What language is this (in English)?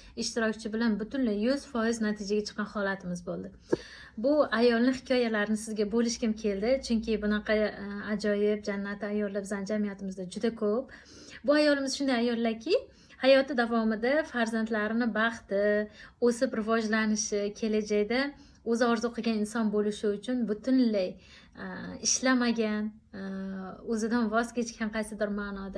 Uzbek